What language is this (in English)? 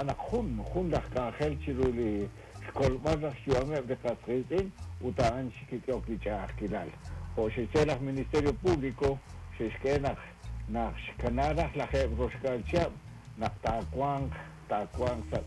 Kekchí